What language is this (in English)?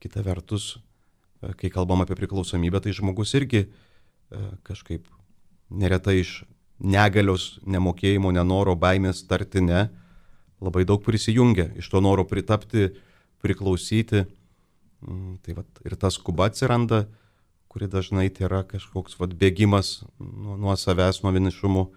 Lithuanian